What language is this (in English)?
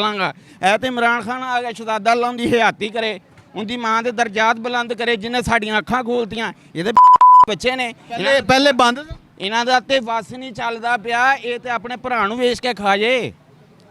Western Panjabi